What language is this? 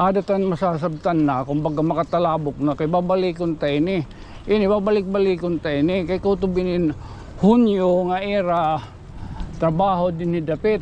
Waray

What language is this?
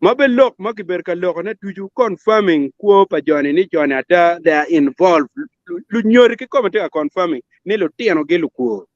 Acoli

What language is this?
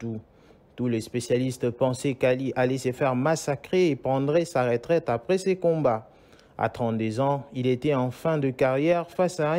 French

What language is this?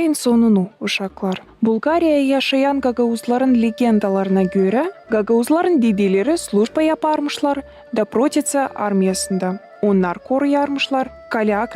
Gagauz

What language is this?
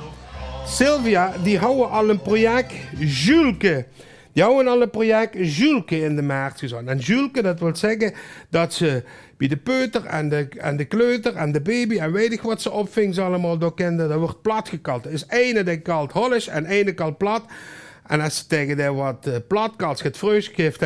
Limburgish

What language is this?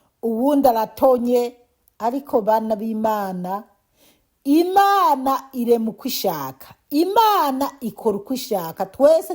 Rundi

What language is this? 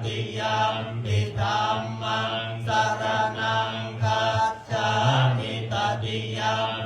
Pali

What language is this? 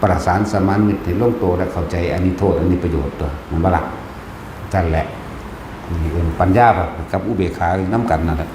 Lao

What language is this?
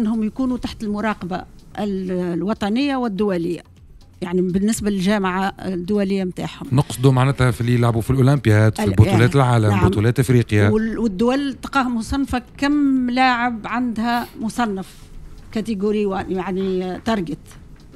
Tunisian Arabic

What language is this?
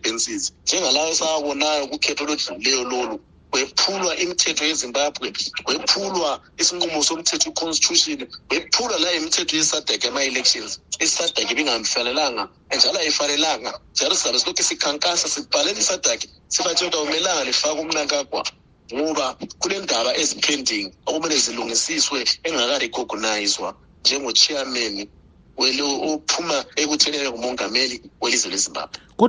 North Ndebele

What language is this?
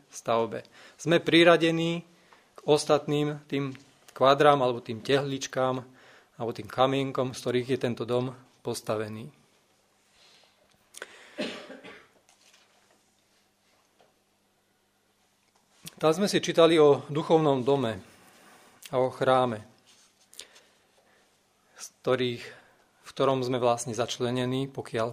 Slovak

